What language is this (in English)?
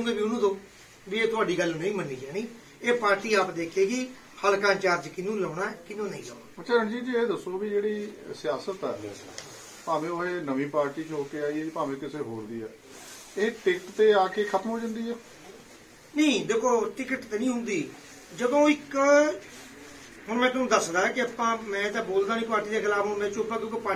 Punjabi